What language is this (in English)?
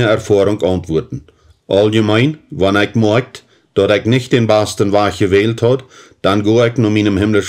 Plautdietsch